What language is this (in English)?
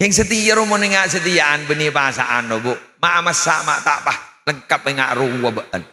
Madurese